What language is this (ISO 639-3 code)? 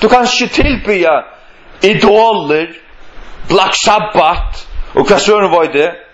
fao